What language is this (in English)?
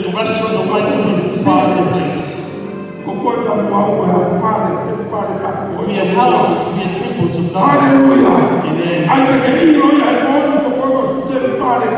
Tongan